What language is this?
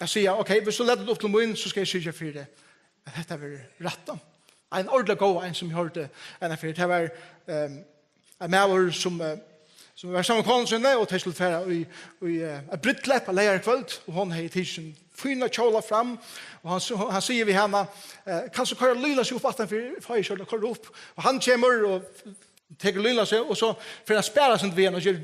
Faroese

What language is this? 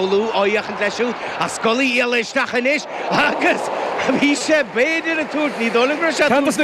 Irish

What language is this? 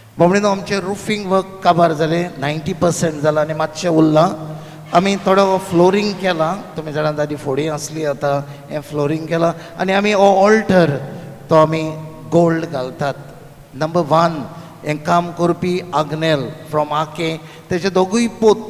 Konkani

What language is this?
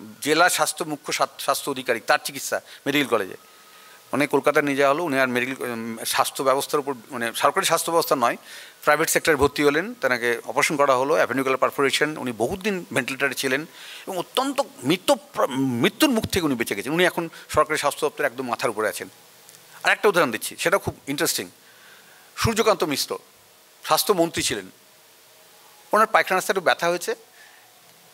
Bangla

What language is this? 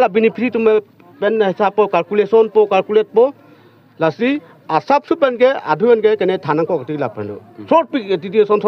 Karbi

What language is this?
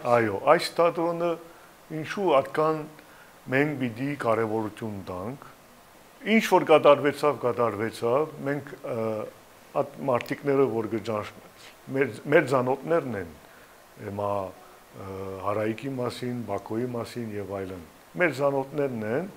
Western Armenian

